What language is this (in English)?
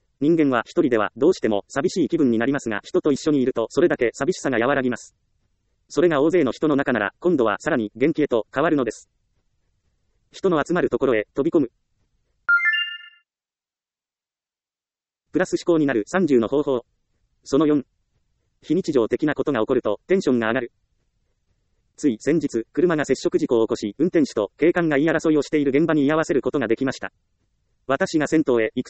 Japanese